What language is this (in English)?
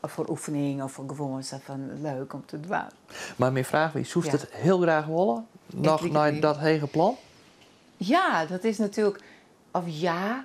Western Frisian